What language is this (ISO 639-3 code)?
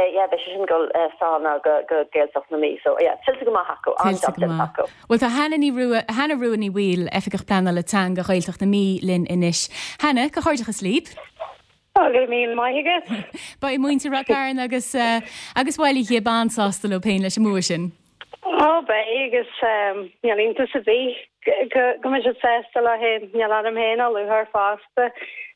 gle